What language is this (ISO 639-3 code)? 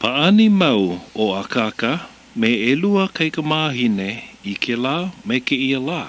haw